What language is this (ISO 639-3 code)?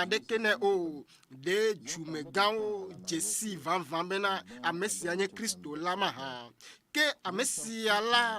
ewe